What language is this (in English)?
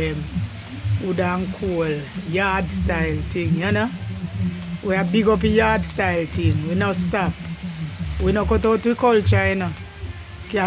Jamaican Creole English